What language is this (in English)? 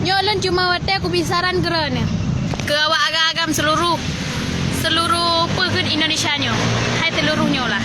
Achinese